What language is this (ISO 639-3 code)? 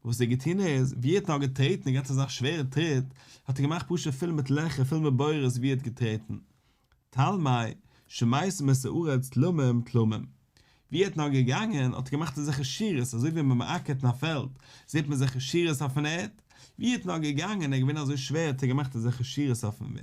yid